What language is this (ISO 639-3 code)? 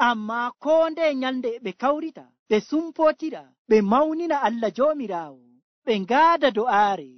fuv